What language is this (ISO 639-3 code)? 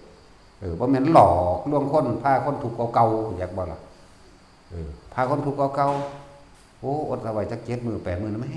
tts